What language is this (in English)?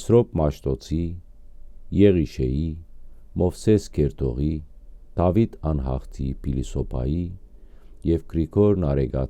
Western Armenian